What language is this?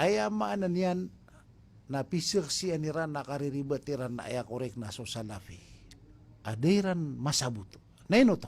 Maranao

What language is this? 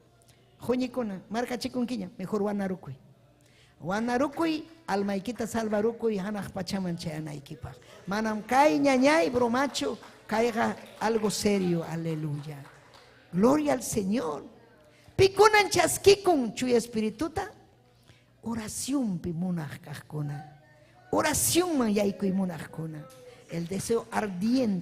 Ayacucho Quechua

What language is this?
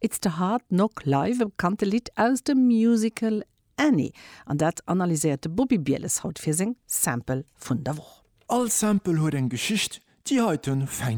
Luxembourgish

